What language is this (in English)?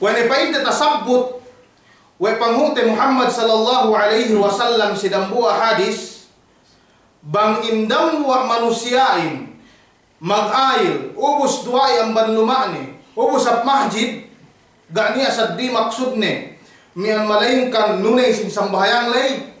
Yakan